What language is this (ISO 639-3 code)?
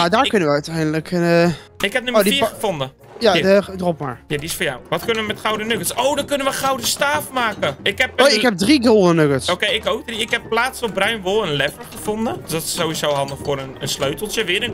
nld